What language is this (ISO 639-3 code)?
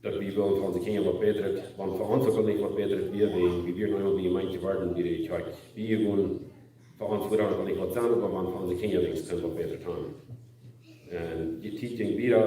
pdt